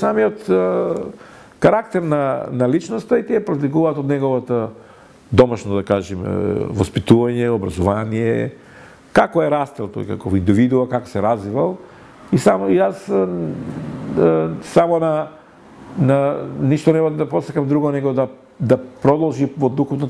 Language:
Macedonian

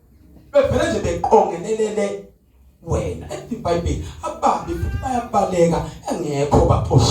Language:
Zulu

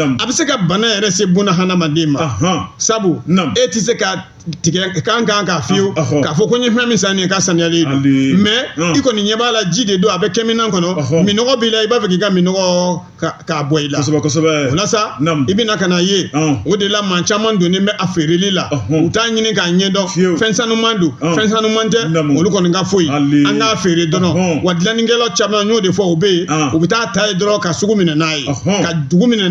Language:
Bambara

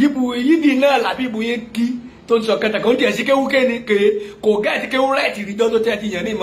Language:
Yoruba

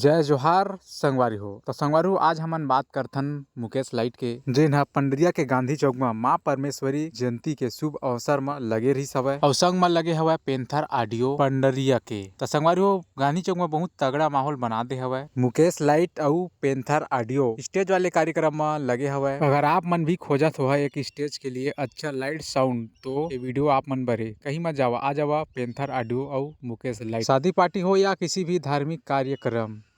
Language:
Chhattisgarhi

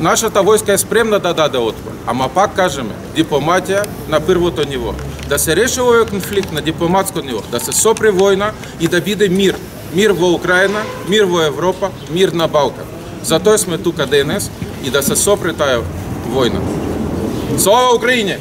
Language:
Macedonian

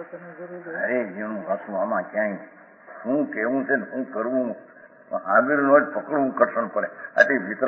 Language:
Gujarati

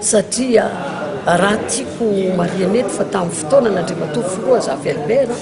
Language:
Malagasy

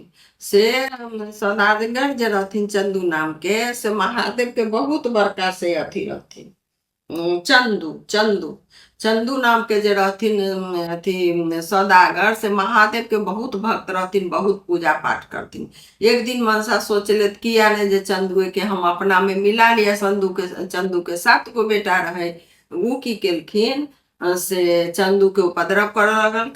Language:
Maithili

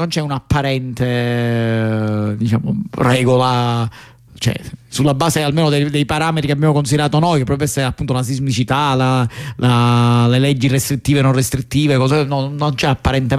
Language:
Italian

